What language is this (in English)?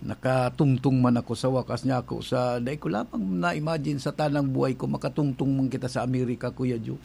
Bikol